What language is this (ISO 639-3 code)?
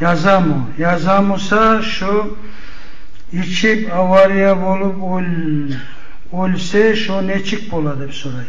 kum